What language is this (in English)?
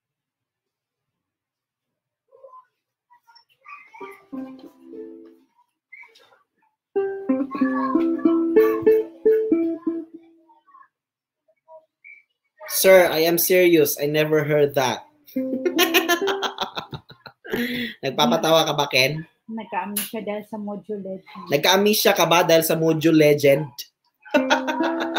Filipino